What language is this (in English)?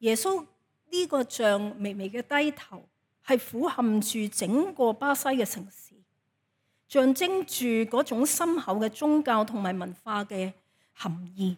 Cantonese